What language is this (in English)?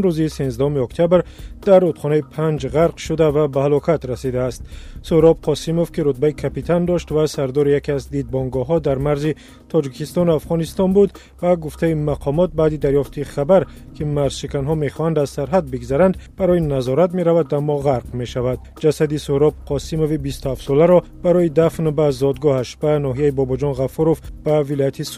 Tajik